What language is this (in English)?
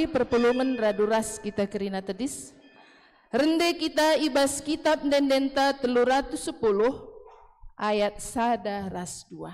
Batak Karo